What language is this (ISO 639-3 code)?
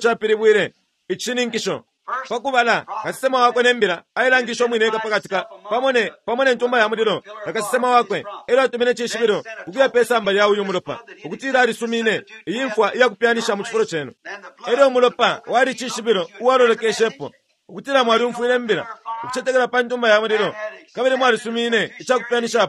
bem